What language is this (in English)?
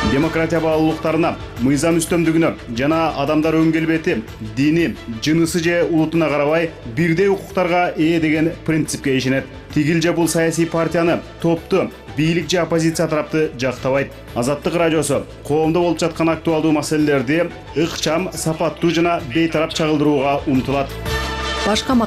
Kyrgyz